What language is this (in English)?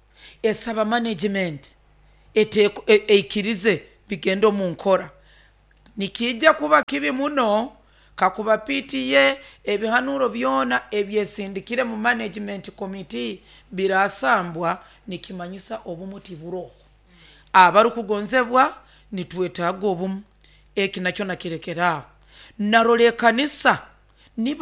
Nyoro